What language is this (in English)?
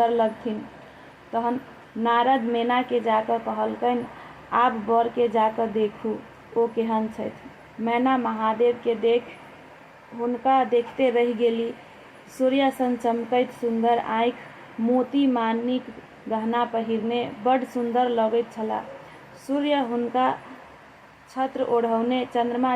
Maithili